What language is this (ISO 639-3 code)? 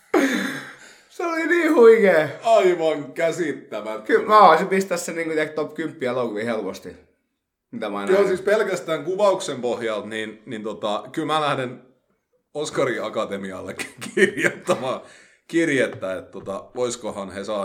fin